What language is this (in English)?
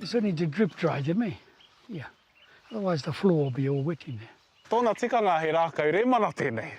Māori